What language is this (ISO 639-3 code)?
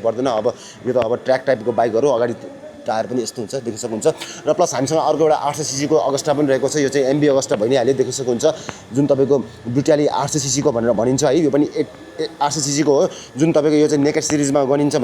nep